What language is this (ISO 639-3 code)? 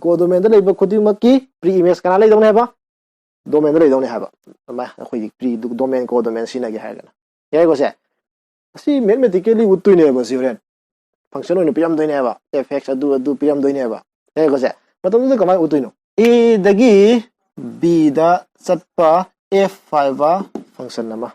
mni